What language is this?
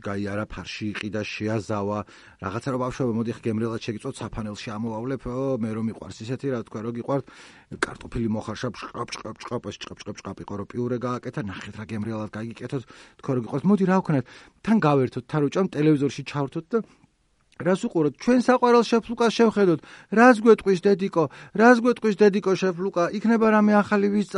Georgian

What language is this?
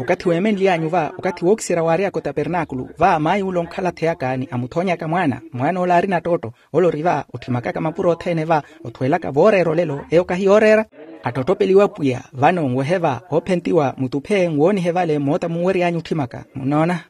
Makhuwa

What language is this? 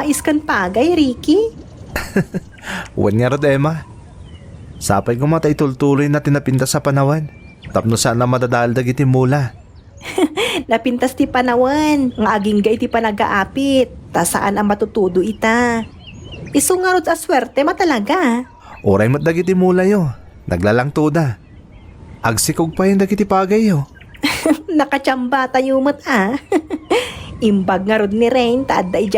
Iloko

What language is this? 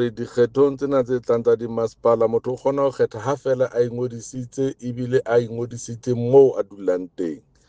Southern Sotho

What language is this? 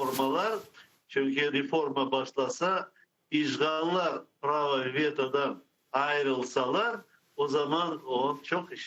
Crimean Tatar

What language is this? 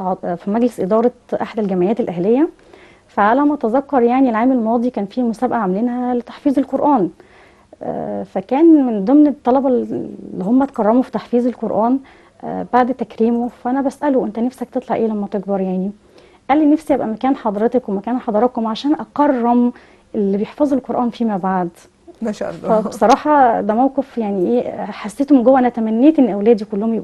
Egyptian Arabic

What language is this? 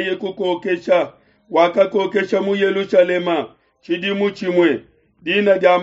Luba-Lulua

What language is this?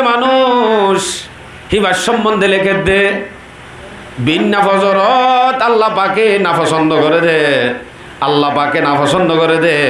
Rohingya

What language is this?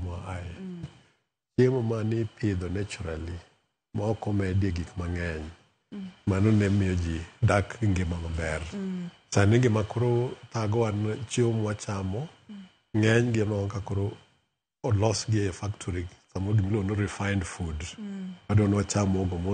Luo (Kenya and Tanzania)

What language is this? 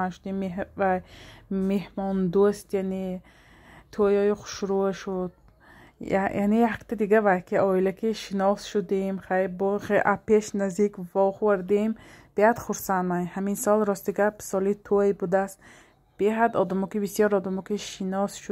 Tajik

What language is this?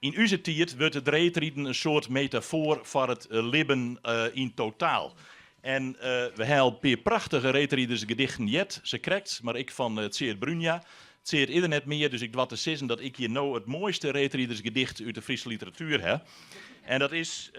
Western Frisian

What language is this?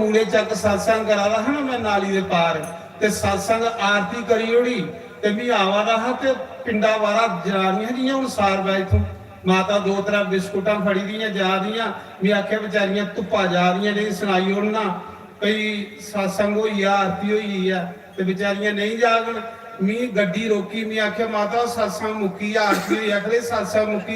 Dogri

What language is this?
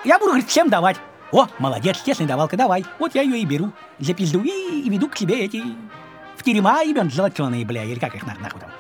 Russian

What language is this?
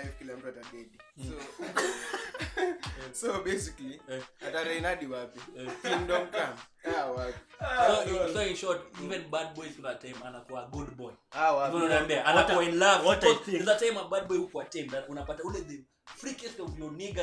Swahili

